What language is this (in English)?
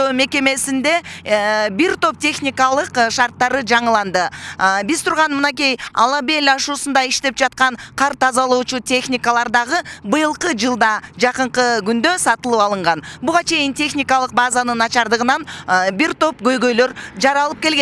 Kyrgyz